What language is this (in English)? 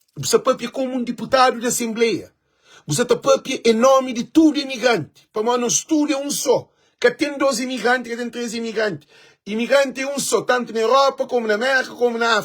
Kabuverdianu